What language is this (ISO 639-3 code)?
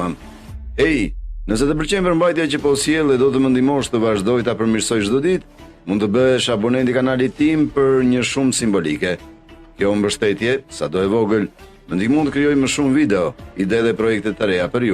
sqi